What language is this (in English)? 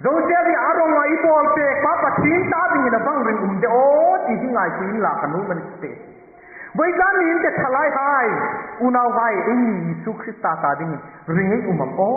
Hmar